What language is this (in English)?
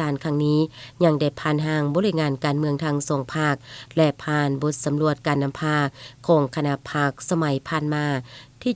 Lao